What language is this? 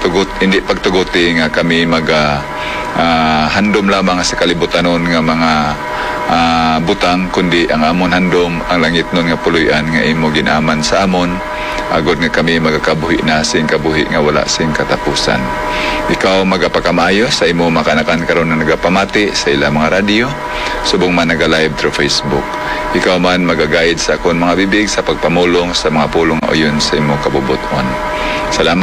Hiligaynon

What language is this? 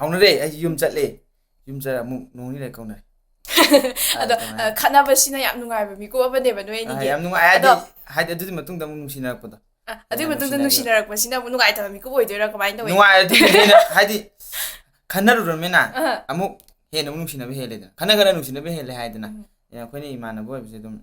Manipuri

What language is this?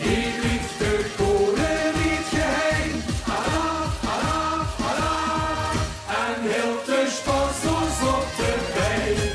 Limburgish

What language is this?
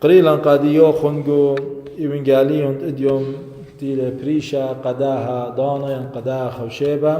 Assyrian Neo-Aramaic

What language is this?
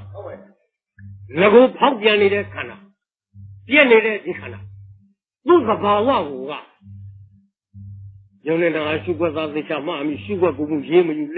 Burmese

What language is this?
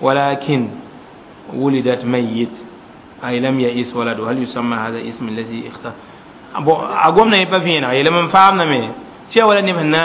Mossi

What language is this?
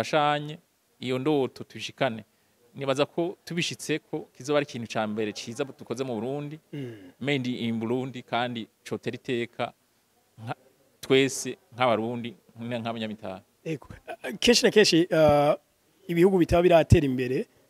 Rundi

